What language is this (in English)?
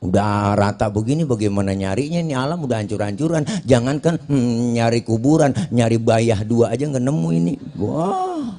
Betawi